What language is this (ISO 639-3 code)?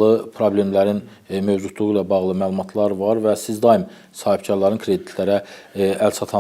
aze